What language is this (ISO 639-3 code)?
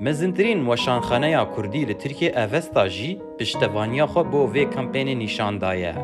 kur